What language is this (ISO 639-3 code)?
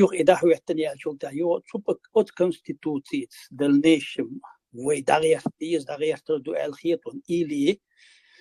che